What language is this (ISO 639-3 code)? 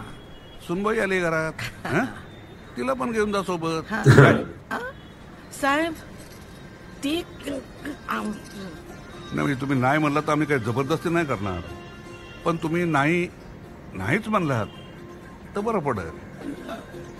mar